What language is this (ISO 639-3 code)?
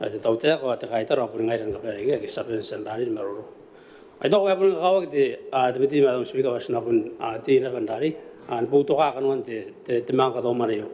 gil